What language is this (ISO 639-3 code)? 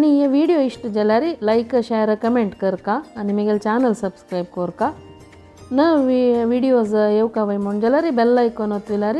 kok